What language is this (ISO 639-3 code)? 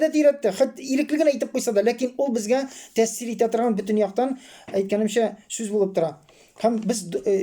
tat